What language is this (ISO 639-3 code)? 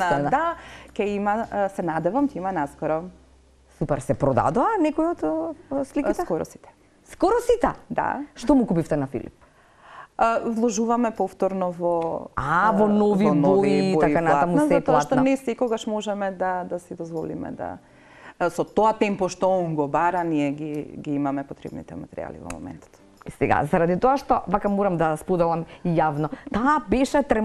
mkd